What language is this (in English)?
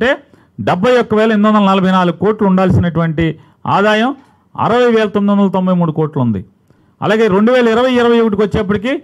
Telugu